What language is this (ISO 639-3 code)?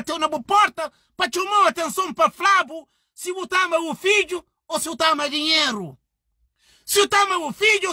kea